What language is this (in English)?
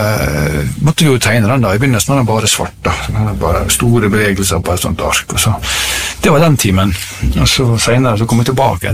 Norwegian